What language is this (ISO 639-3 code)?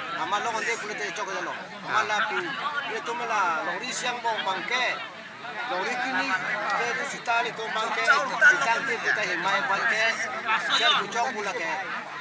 mjw